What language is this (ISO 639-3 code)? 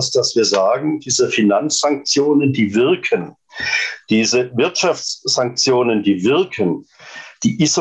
deu